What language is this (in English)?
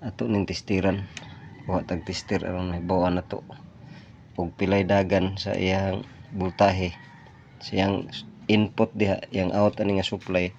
Cebuano